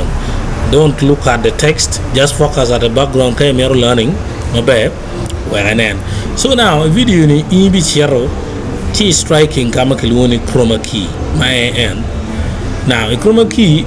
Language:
Acoli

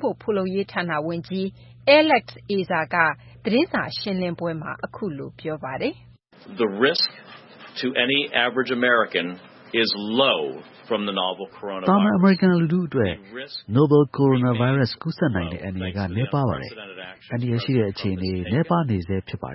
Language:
Burmese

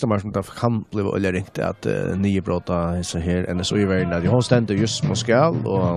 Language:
Faroese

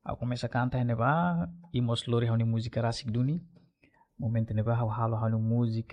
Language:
Tetum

